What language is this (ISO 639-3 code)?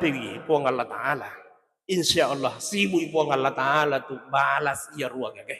bug